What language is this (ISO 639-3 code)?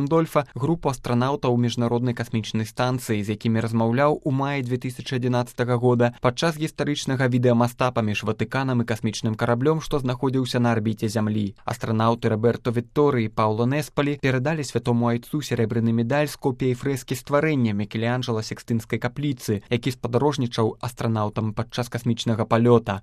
bel